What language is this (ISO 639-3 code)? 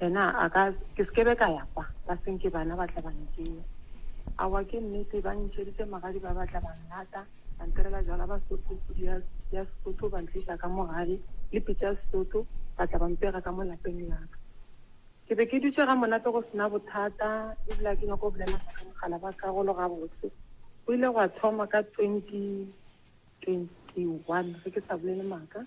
nso